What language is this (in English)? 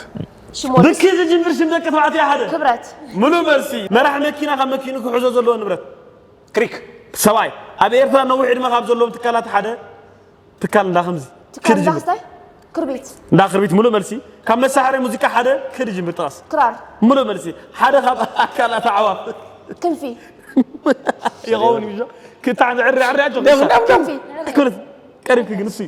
Tigrinya